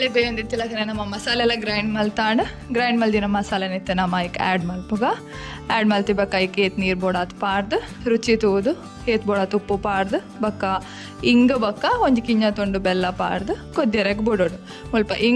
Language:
Tulu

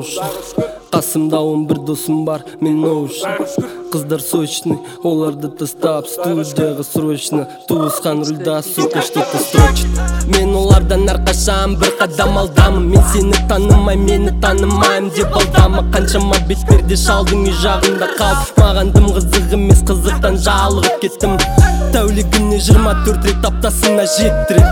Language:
Kazakh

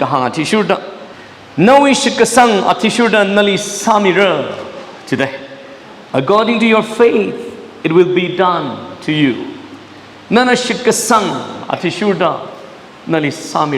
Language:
Tangkhul Naga (India)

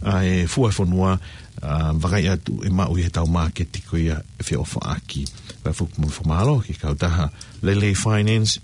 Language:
Tongan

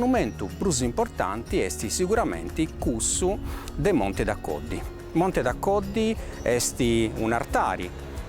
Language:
Sardinian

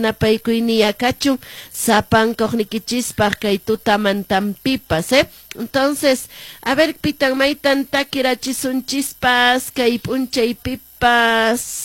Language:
Quechua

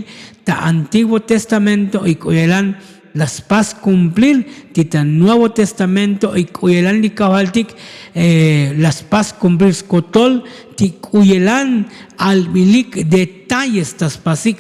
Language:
Tzotzil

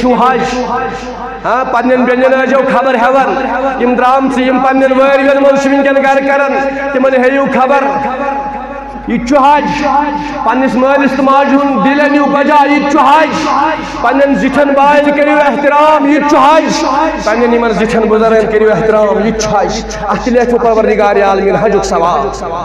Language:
Kashmiri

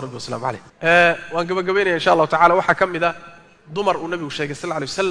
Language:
Somali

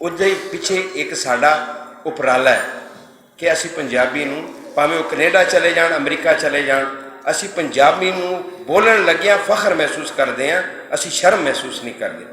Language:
Western Panjabi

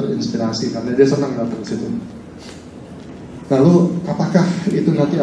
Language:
Indonesian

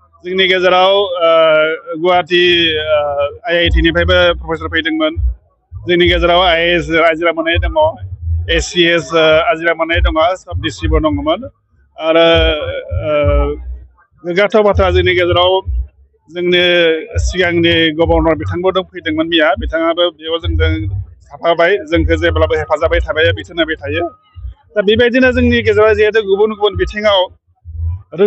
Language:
Bodo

